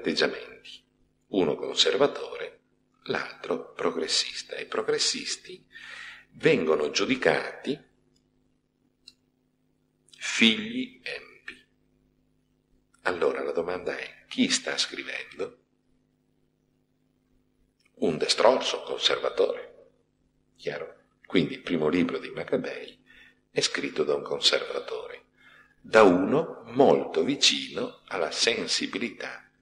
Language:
Italian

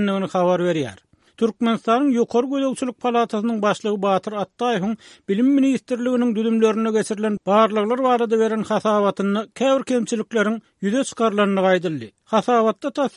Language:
Turkmen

